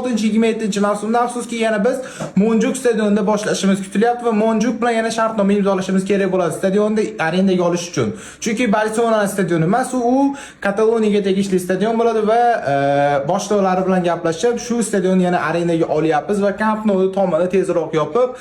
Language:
Uzbek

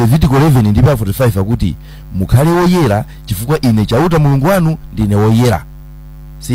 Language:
Nyanja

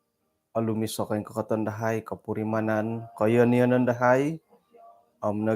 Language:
Central Dusun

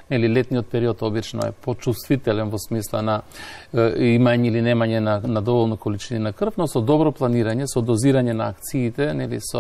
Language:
Macedonian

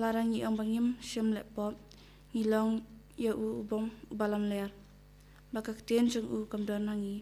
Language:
Khasi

